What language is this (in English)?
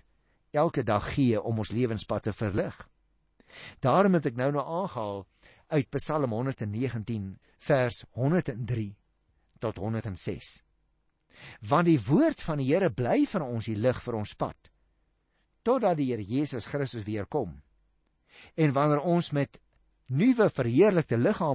Afrikaans